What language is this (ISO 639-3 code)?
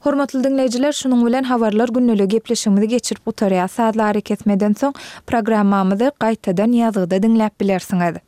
tuk